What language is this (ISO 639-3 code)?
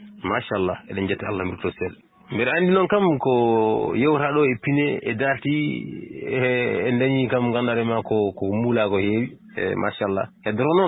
ful